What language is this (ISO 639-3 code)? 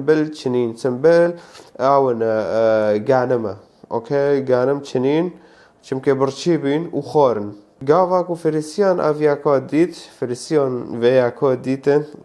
kur